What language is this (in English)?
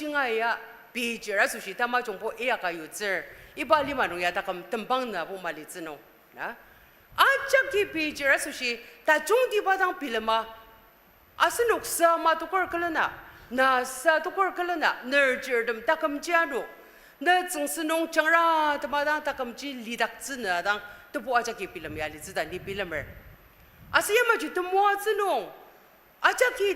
Ao Naga